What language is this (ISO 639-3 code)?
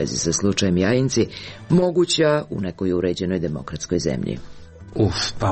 srp